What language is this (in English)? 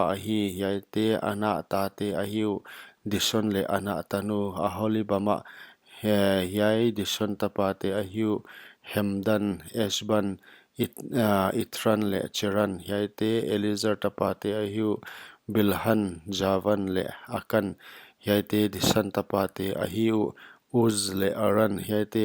Paite Chin